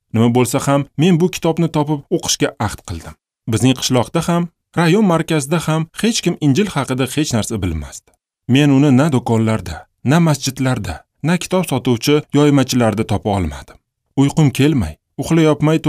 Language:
Uzbek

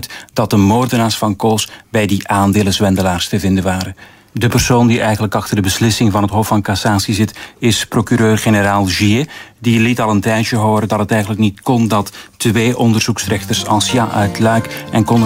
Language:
Dutch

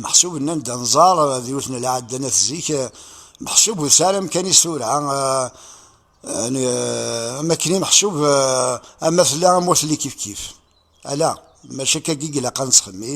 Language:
Kabyle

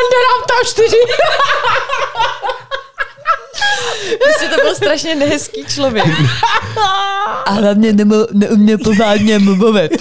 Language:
Czech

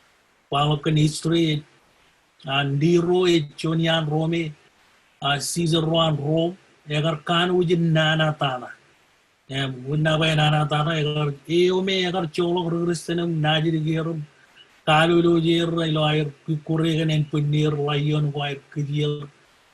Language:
Marshallese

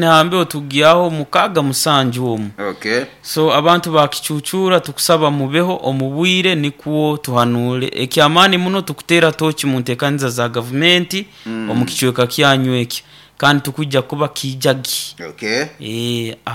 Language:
Nyoro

